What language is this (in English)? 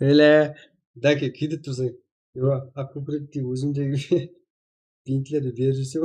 Kara-Kalpak